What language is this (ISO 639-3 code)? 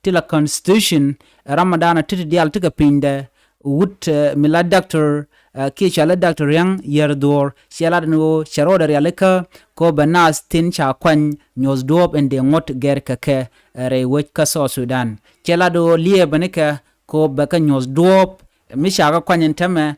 nus